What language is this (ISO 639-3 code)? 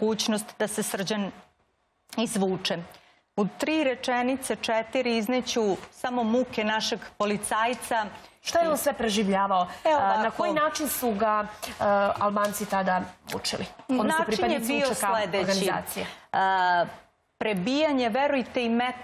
srp